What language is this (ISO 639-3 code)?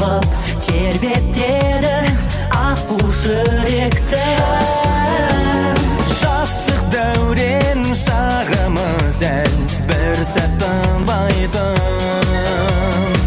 kaz